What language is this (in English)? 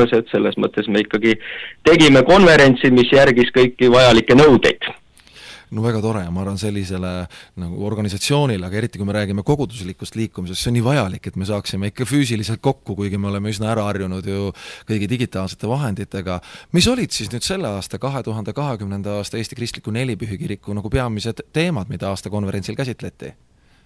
Estonian